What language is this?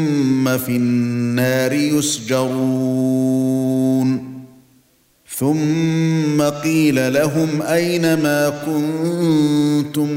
Arabic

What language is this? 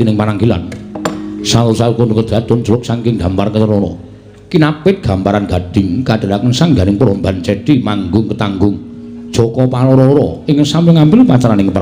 Javanese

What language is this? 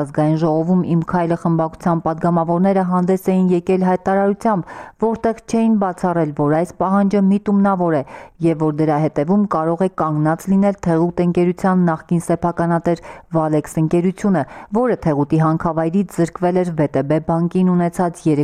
Armenian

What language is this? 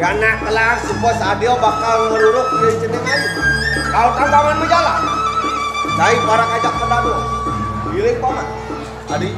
Balinese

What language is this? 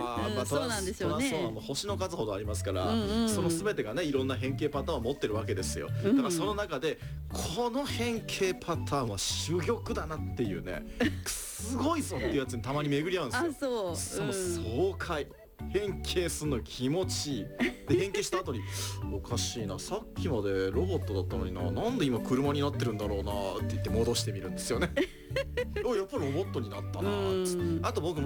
Japanese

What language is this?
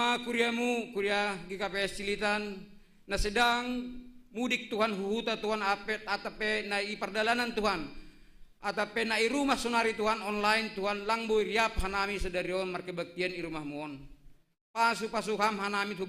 Batak Simalungun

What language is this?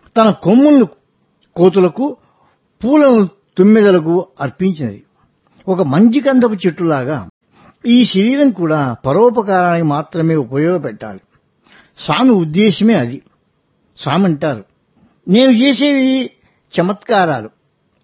Telugu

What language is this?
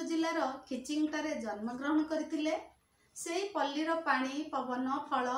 Odia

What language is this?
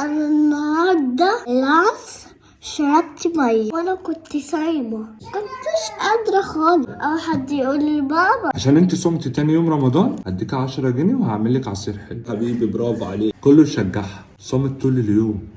Egyptian Arabic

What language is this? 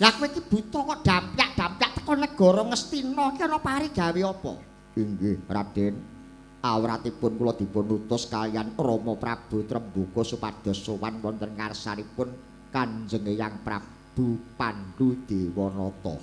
Javanese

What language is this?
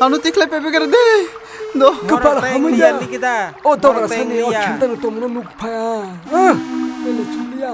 Kok Borok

